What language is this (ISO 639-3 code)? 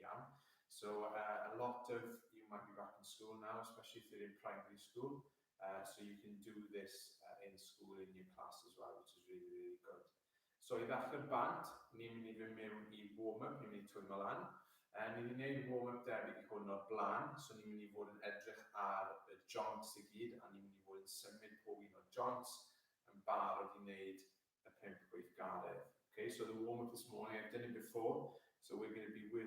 cym